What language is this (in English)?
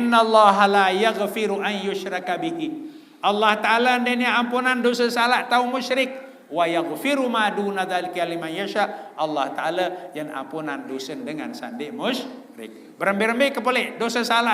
Sasak